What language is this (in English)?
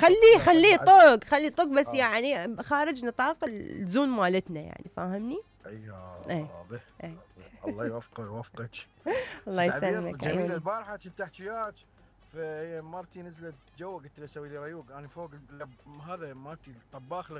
Mesopotamian Arabic